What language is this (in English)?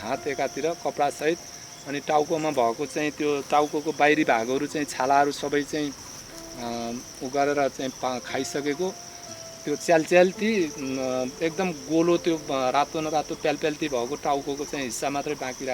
Nepali